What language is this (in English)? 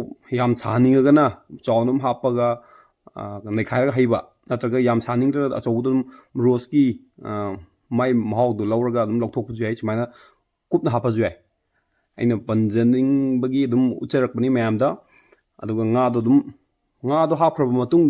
Manipuri